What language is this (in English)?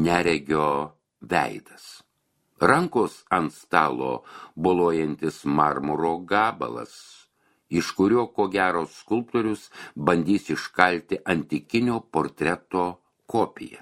Lithuanian